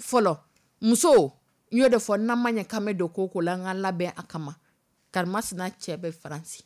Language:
Dyula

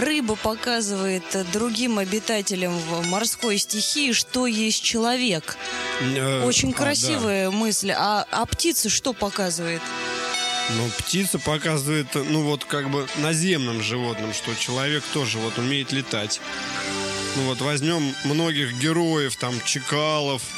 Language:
Russian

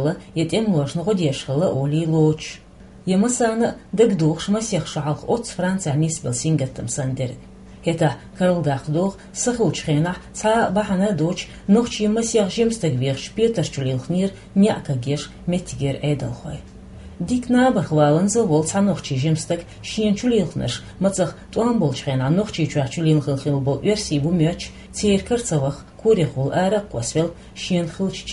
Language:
Chechen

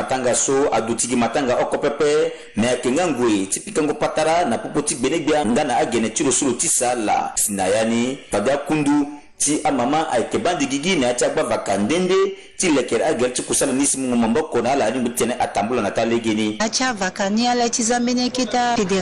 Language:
Sango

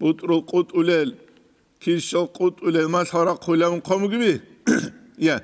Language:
Avaric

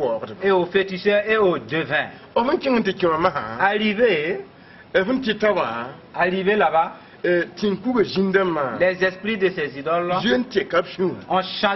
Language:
Mossi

